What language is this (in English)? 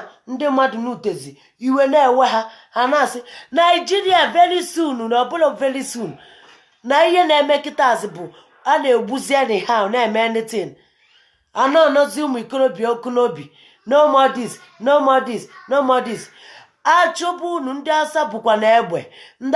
Igbo